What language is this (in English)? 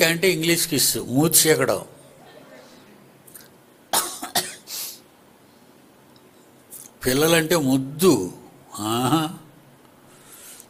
Telugu